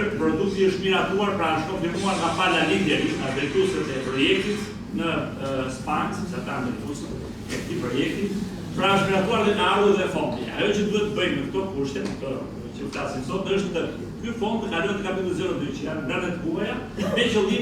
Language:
Albanian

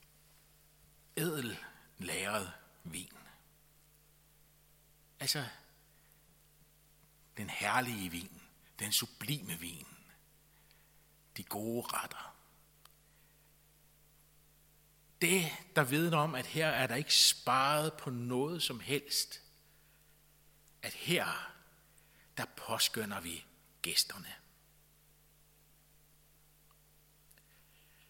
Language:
Danish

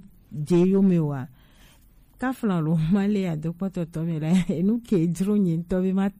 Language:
Gen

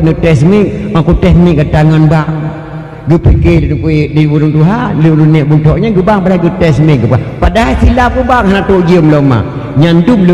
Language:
Achinese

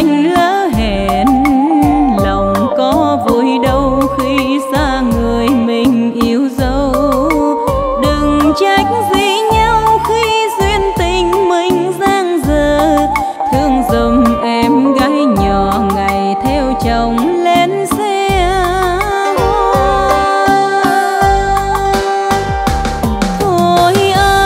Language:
Vietnamese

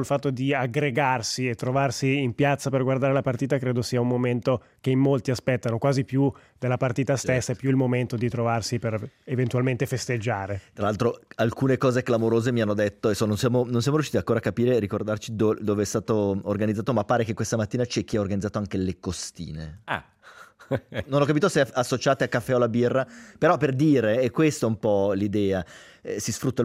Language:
Italian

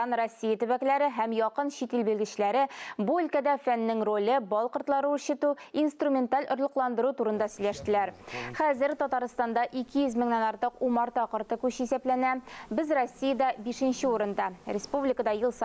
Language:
Tatar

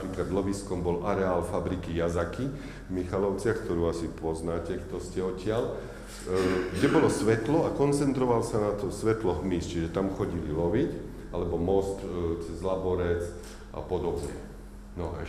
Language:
Slovak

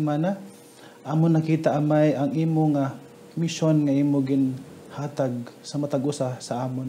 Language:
Hiligaynon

